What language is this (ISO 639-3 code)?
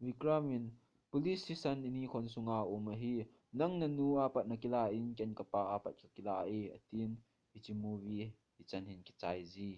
tcz